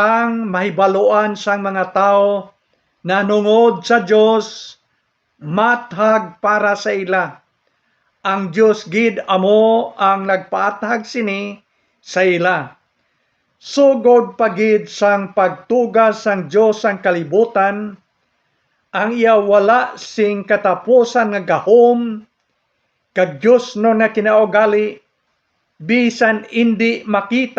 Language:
Hiligaynon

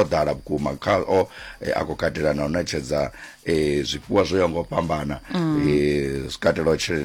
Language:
Venda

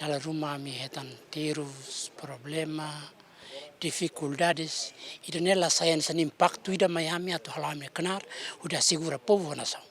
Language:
Tetum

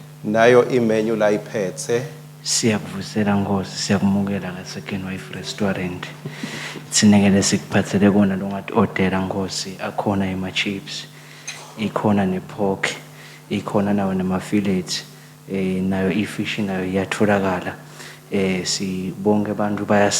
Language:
Swati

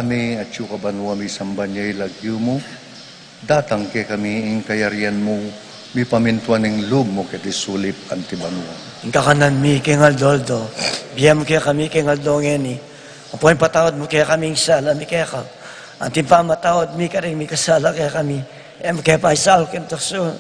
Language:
Pampanga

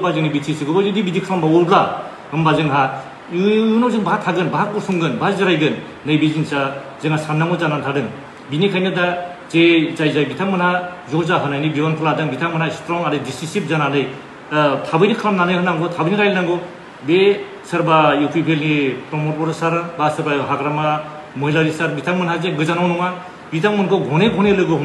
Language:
Bodo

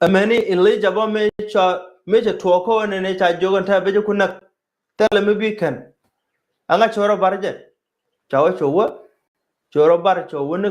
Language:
Nuer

